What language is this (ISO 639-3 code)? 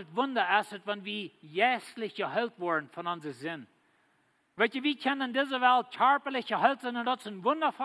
pdt